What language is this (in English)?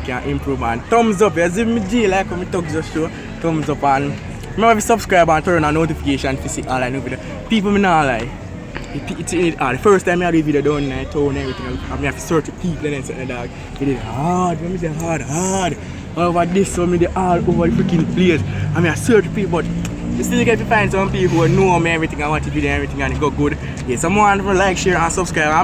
Jamaican Creole English